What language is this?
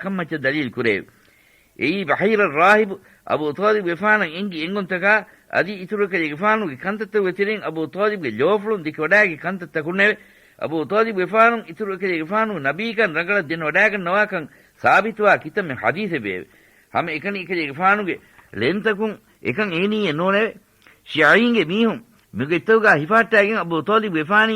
Divehi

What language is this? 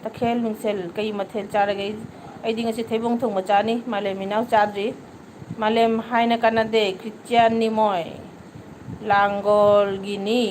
Manipuri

